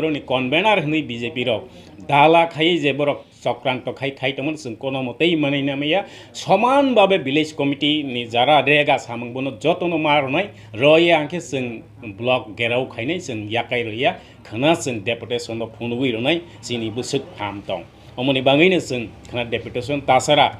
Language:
Kok Borok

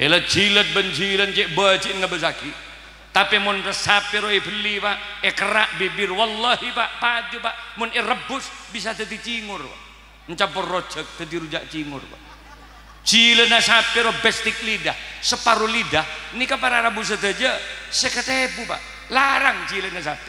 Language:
Madurese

